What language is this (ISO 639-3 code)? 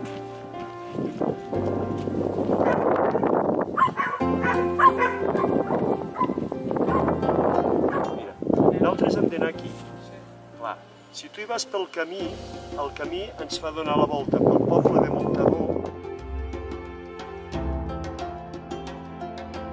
cat